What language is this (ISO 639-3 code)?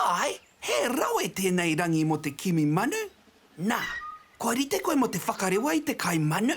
mri